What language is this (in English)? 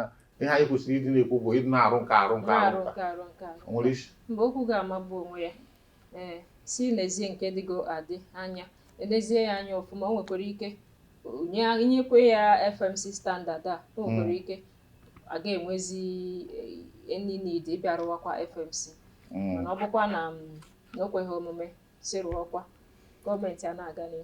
Igbo